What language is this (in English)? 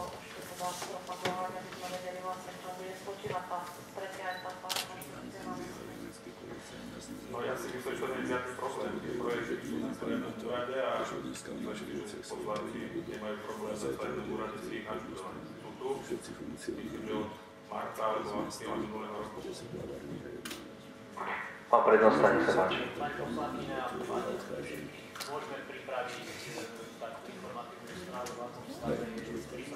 Slovak